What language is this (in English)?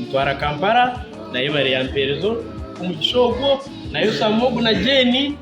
Nyankole